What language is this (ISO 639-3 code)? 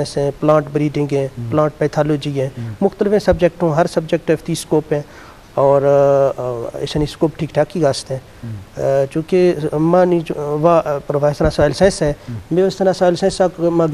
bgp